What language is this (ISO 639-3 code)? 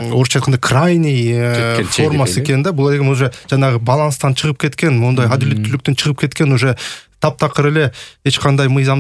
kir